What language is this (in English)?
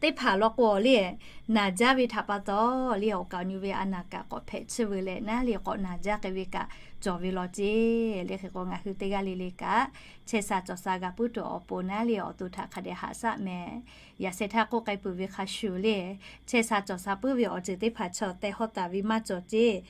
Lahu